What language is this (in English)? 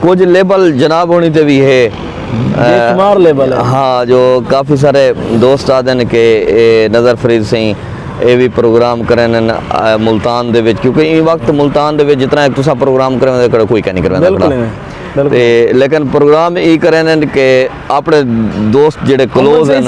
Saraiki